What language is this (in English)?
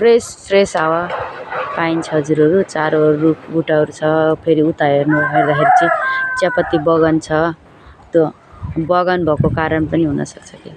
Nepali